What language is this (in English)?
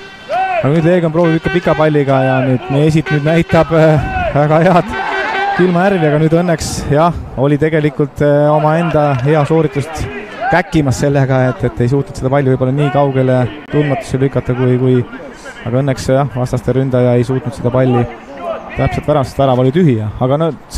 Estonian